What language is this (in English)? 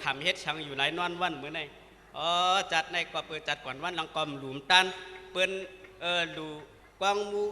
Shan